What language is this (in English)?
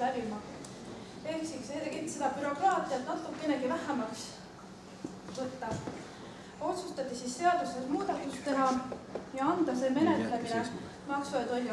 Estonian